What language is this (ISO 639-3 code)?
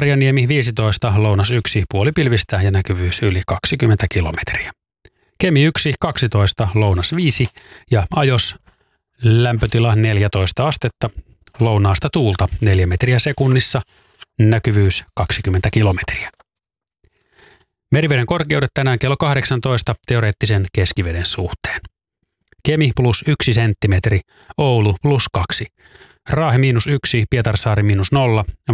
fin